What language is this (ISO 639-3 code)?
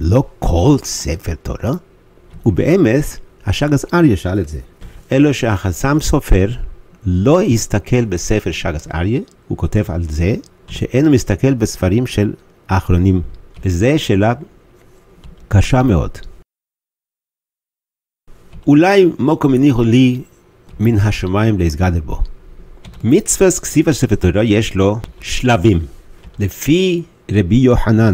heb